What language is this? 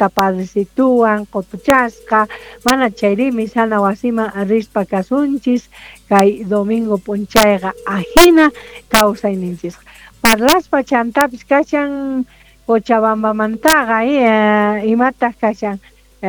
South Bolivian Quechua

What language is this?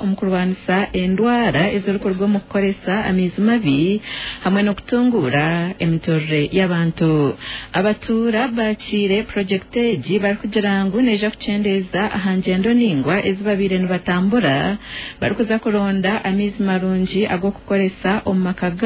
Nyankole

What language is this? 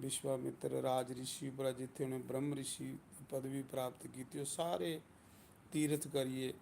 Dogri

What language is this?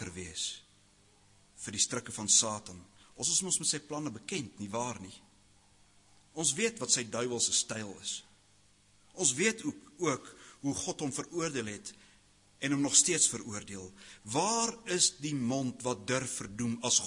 Afrikaans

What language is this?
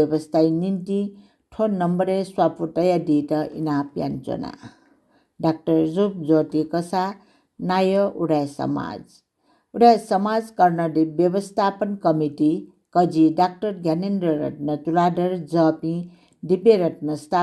Newari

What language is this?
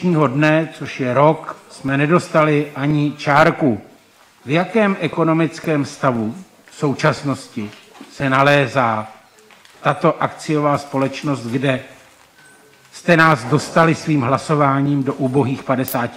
Czech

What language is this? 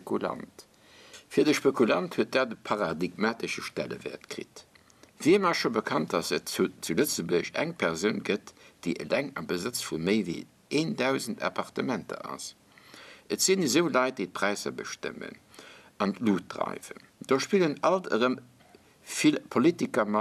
Luxembourgish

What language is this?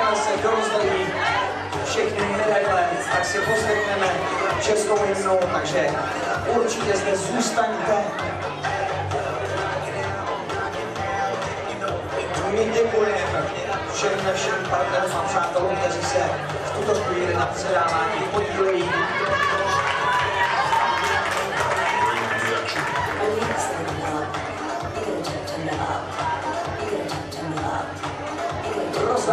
Czech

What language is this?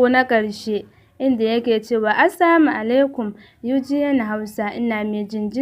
Hausa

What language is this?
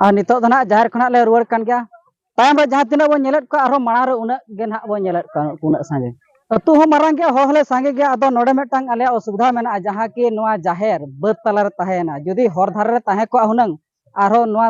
Santali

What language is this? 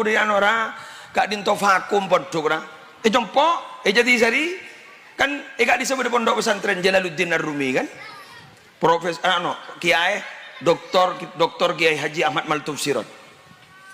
Madurese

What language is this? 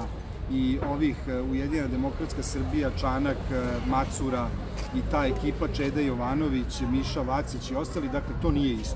Serbian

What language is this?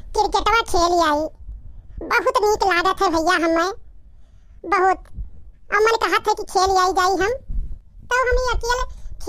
Awadhi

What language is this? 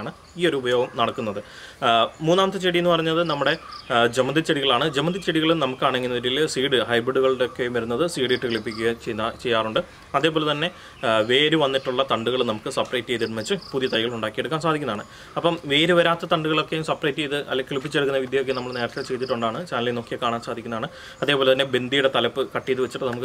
Malayalam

